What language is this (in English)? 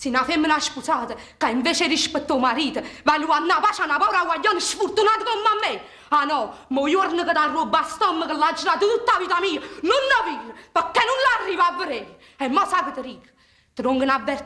Neapolitan